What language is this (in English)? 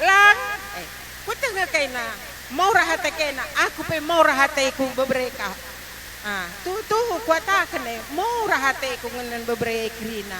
Batak Karo